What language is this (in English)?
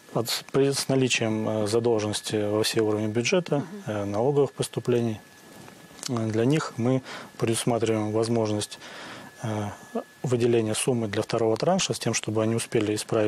Russian